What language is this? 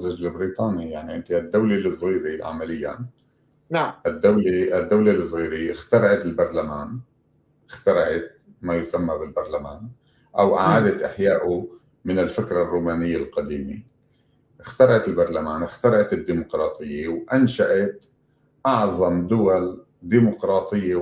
North Levantine Arabic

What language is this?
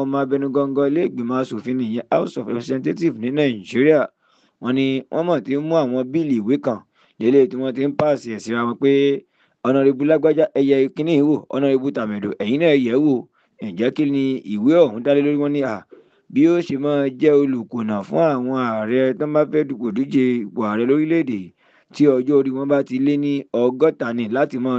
Yoruba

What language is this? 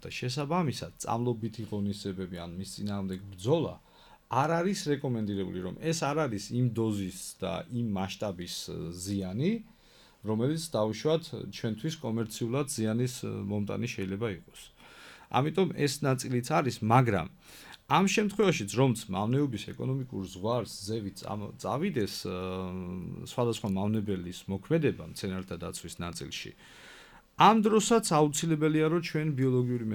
Georgian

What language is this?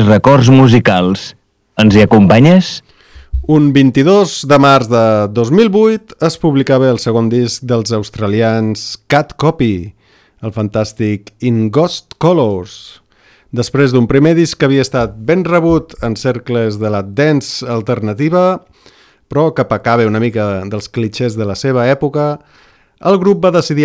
Catalan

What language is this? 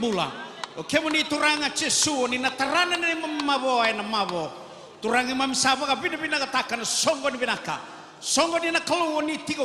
Fijian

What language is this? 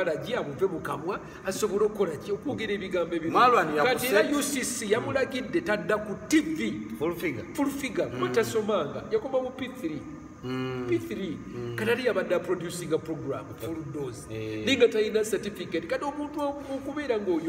Ganda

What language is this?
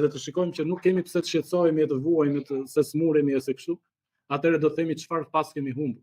Albanian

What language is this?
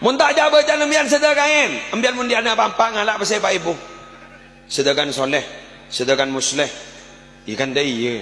Madurese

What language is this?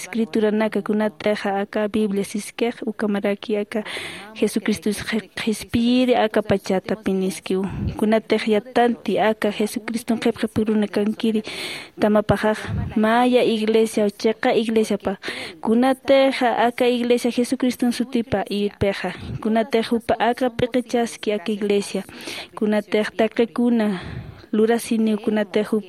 Aymara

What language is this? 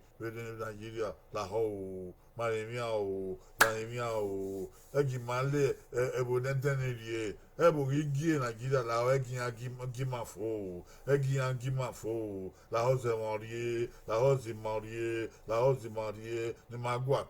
Bini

